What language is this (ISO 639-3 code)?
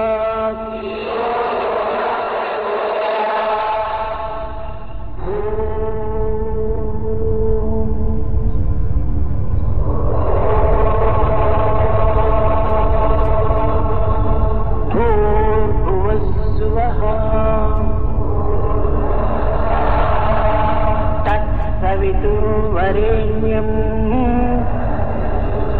san